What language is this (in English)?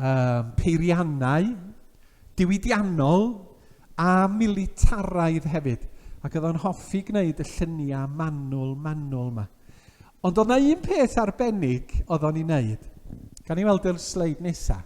Welsh